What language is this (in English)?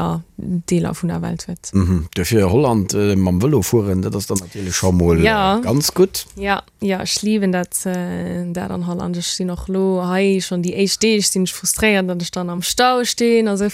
Luxembourgish